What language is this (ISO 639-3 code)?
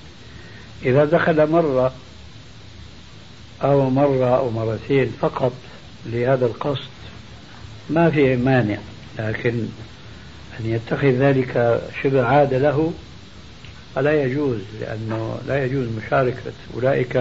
ara